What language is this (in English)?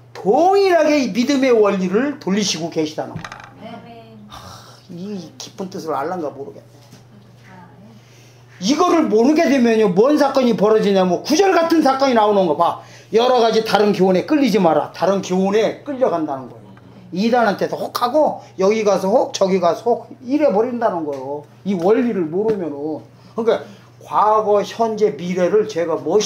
Korean